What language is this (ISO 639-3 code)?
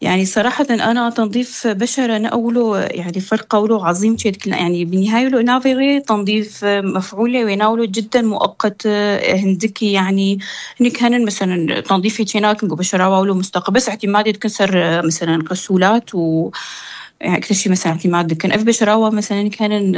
apc